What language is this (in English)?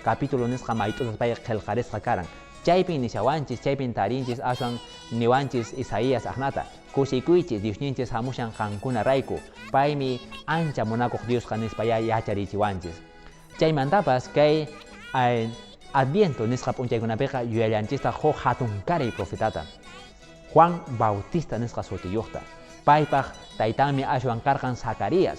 Quechua